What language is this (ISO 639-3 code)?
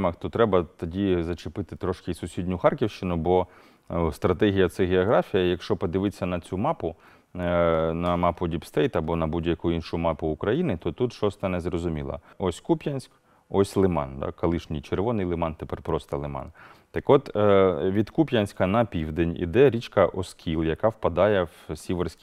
ukr